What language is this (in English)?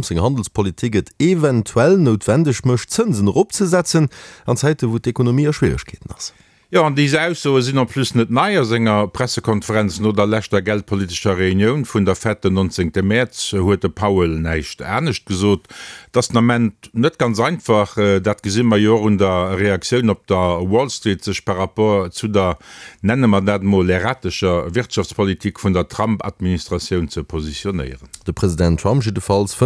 Luxembourgish